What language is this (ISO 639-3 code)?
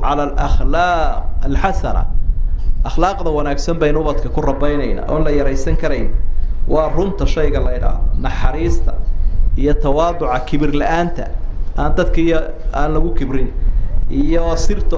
som